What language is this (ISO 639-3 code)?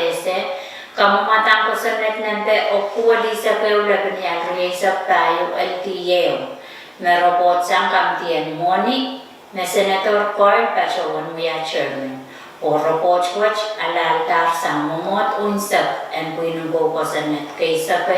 pon